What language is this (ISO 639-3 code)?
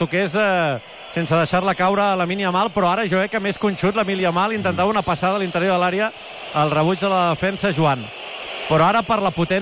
cat